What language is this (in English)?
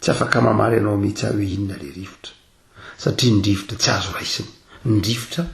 Malagasy